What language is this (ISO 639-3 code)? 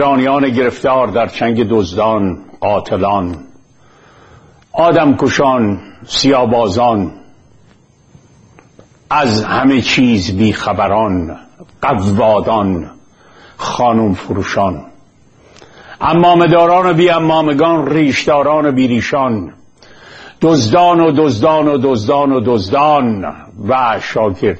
fas